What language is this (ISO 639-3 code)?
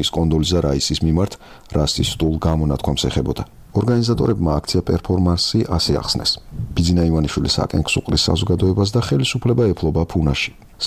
kat